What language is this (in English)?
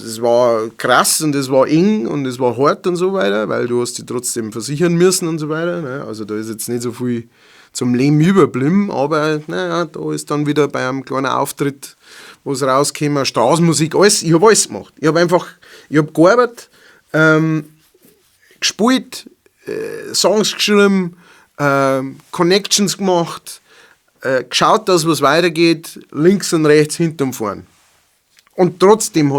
Bavarian